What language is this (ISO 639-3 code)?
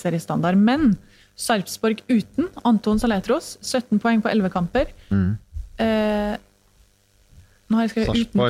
nor